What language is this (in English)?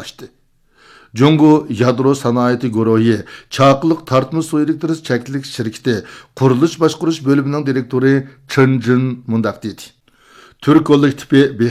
Uyghur